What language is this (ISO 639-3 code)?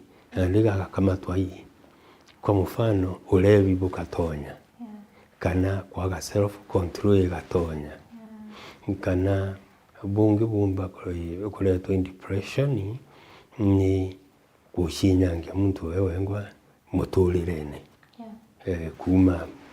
mer